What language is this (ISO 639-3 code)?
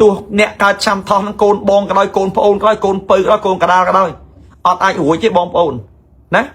khm